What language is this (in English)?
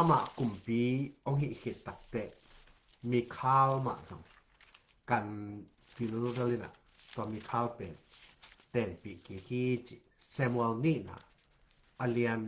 Tedim Chin